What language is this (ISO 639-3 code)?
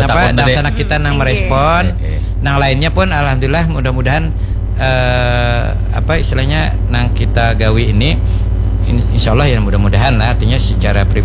bjn